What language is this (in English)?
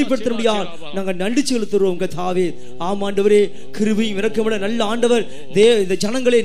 Tamil